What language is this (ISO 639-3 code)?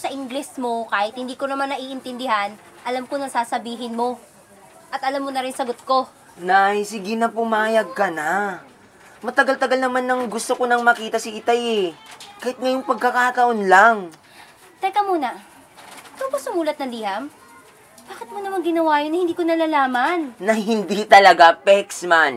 fil